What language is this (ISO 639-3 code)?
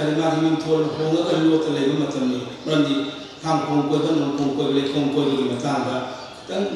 mni